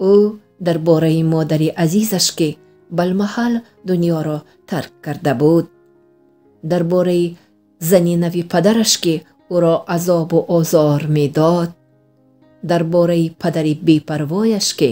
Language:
Tajik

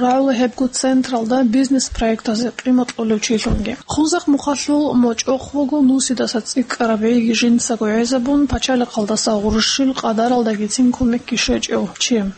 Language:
Avaric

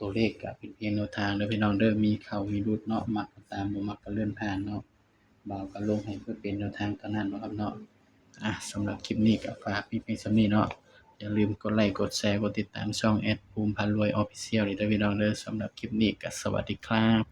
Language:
Northeastern Thai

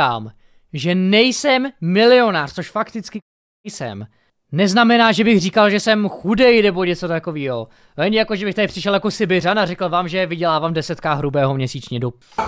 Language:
Czech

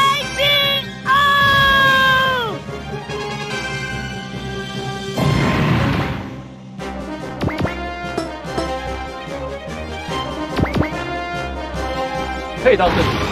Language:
Chinese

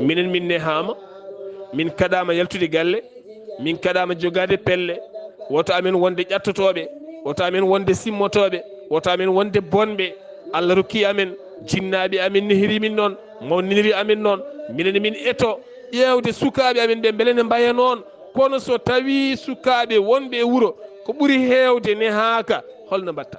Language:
Fula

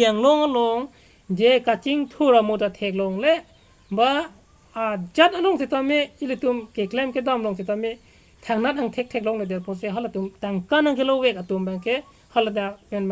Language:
Karbi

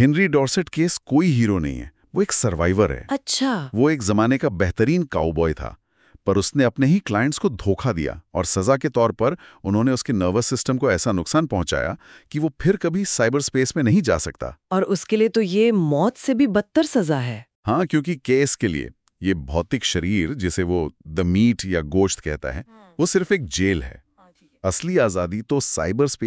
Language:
Hindi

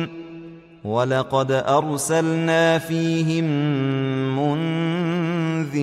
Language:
Arabic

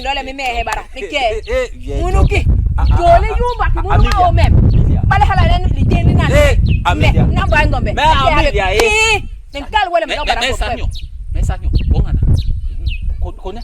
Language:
Basaa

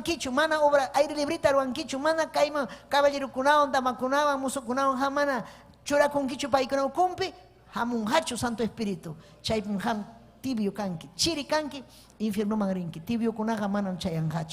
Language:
Ayacucho Quechua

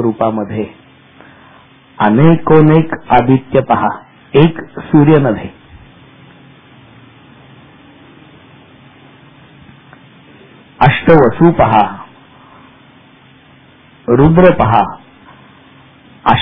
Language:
Marathi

